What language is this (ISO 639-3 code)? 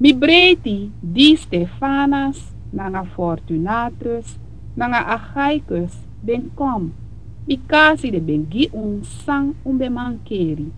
srn